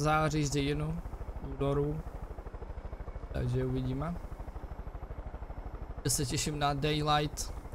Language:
Czech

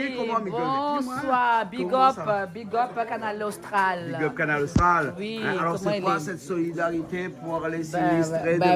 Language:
Réunion Creole French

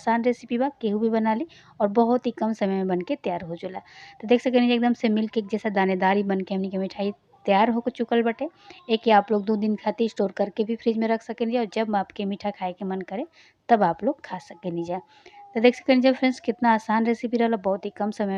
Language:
Bhojpuri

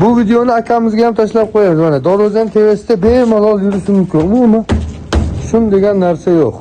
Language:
Uzbek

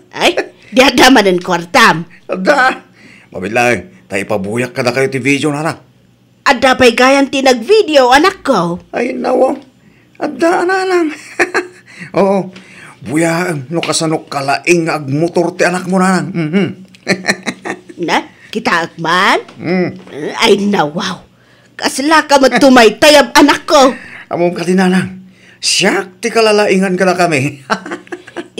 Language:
Iloko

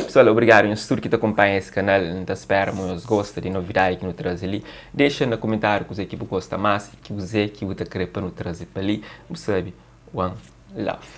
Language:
Kabuverdianu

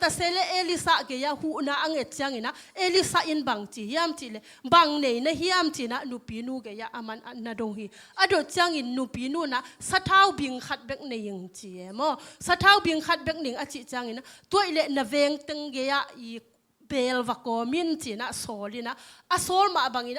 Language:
Tedim Chin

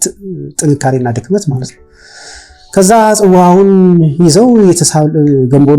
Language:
Amharic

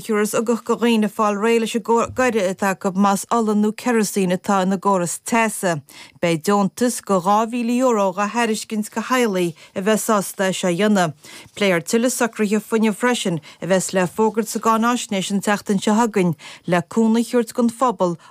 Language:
Irish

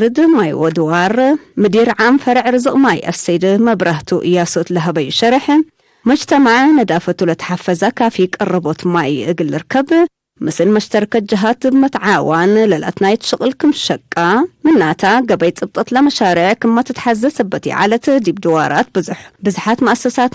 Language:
Tigre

